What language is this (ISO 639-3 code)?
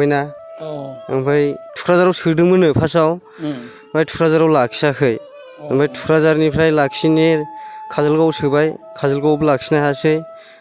brx